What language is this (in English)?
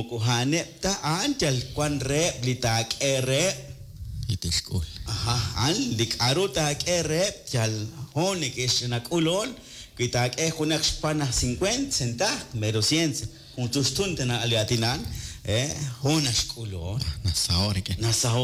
Kekchí